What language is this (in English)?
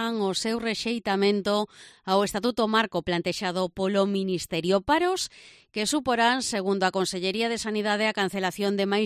Galician